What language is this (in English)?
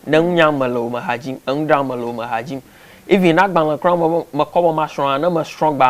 Ewe